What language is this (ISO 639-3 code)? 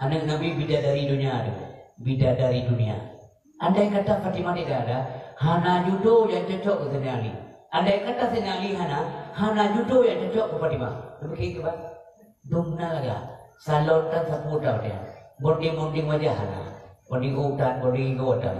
ace